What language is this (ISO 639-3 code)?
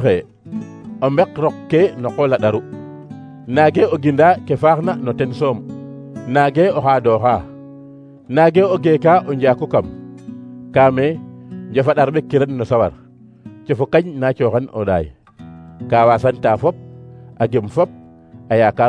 srr